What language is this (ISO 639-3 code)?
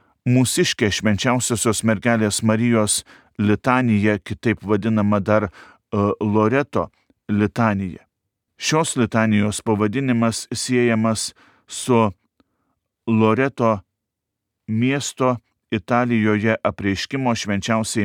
lit